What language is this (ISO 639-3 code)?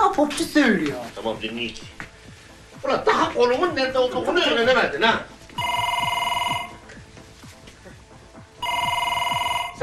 tur